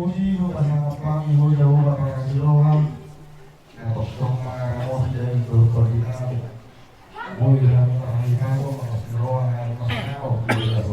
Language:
Batak Toba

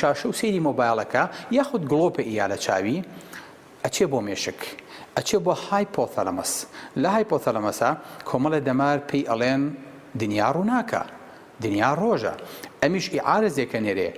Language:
Central Kurdish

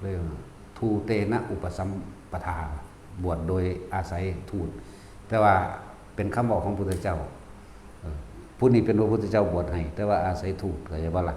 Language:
Northeastern Thai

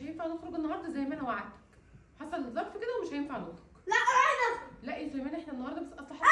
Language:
Egyptian Arabic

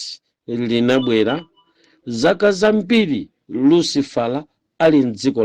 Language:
Nyanja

